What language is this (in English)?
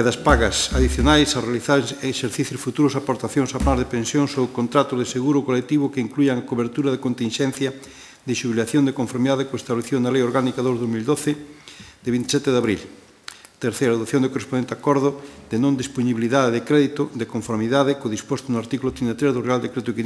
Galician